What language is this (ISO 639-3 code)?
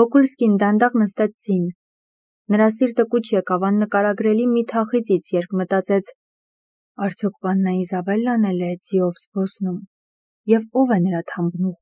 hye